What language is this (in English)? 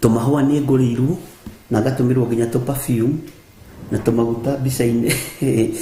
Kikuyu